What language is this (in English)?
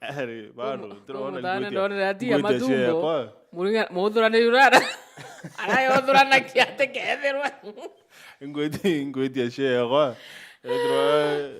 Meru